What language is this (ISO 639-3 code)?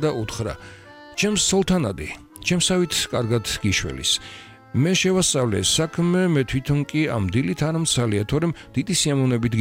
kat